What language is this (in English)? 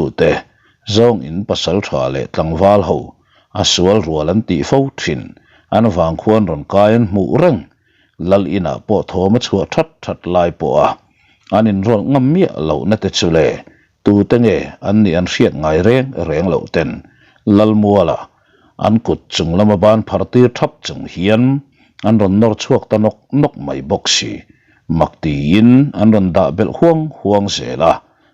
Mizo